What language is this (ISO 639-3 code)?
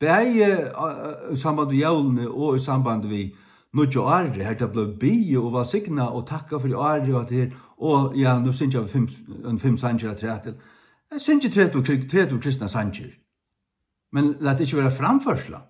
fao